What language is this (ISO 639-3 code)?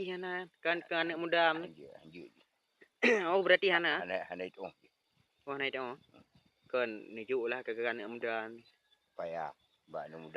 ace